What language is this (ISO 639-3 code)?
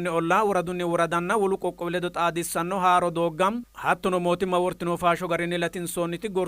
sid